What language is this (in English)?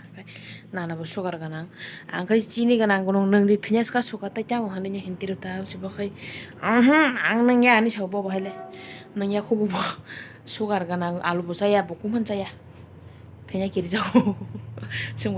Kok Borok